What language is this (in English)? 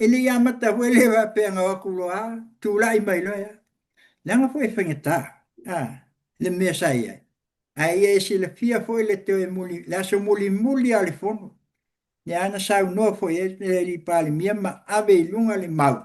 Samoan